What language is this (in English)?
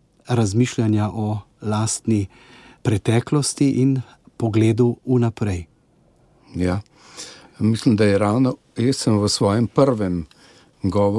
Slovenian